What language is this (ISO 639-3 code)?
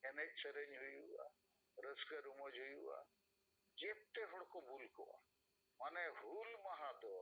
sat